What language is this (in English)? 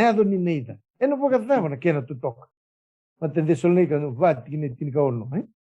Fijian